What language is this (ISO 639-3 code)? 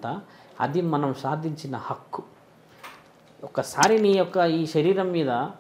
tel